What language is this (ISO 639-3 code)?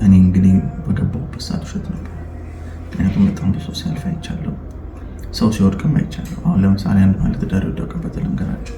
amh